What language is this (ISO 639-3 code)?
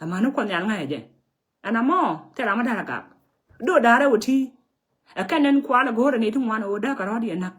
nus